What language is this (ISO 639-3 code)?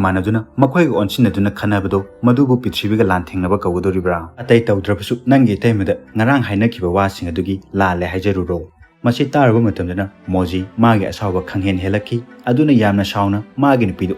mni